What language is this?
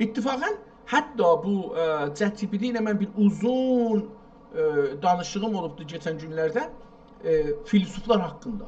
South Azerbaijani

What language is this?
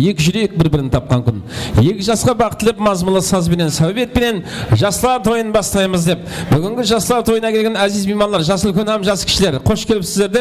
Kara-Kalpak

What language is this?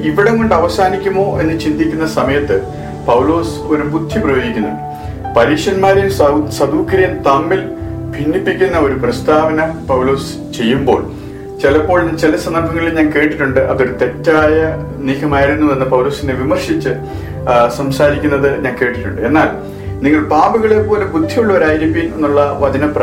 Malayalam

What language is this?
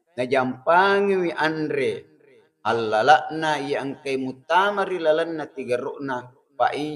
Buginese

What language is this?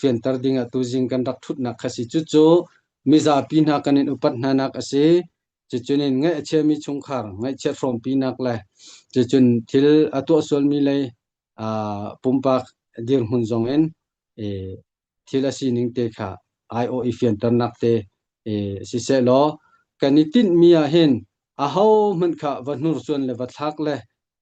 Hakha Chin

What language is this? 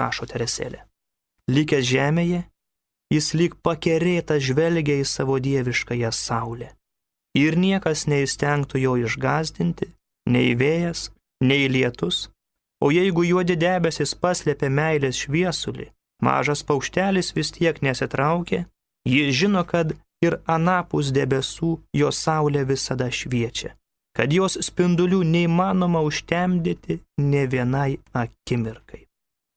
Lithuanian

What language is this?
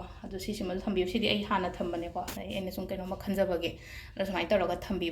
Manipuri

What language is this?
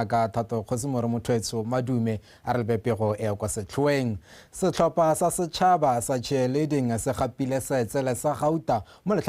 Tswana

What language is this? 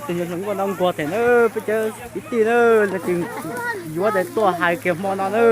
Hmong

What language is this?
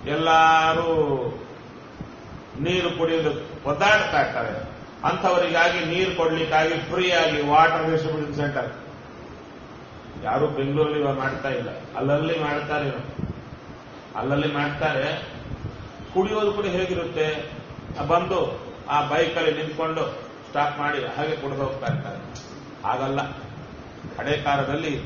Kannada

